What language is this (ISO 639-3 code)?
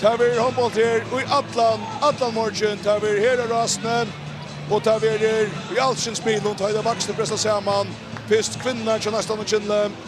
fao